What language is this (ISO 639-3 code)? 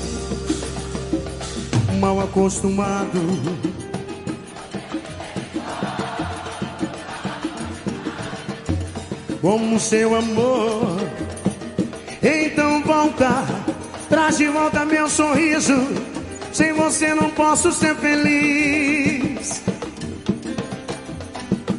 por